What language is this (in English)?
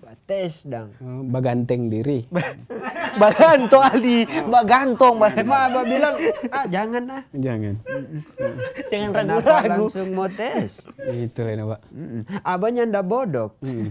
Manado Malay